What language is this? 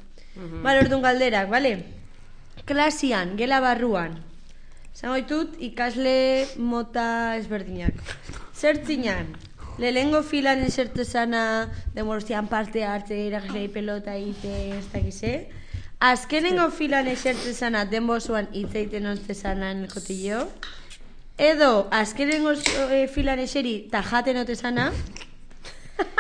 Basque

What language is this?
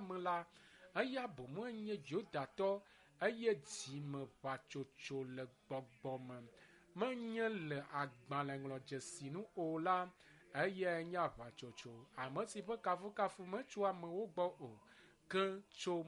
Ewe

